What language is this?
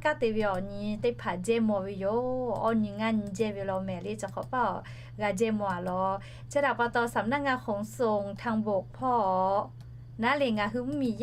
Lahu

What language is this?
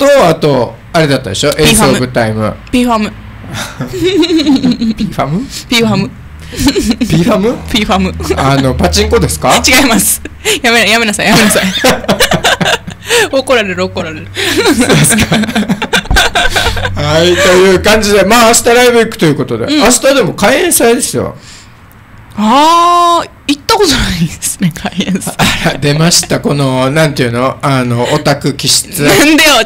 Japanese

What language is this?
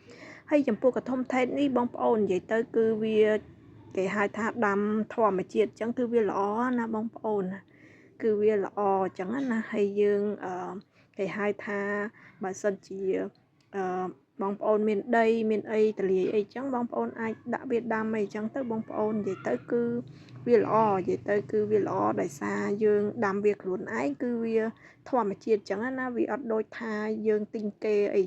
Khmer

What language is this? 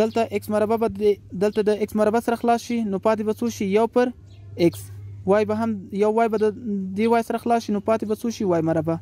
Pashto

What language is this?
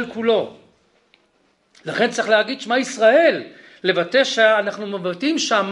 Hebrew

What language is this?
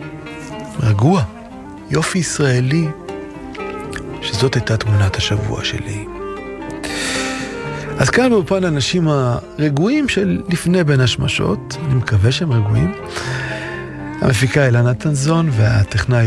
Hebrew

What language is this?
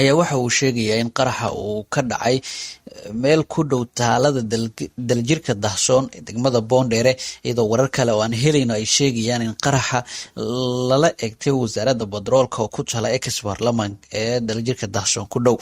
Somali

